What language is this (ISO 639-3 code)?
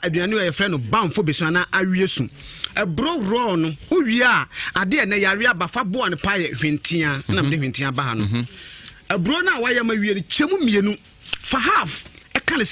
aka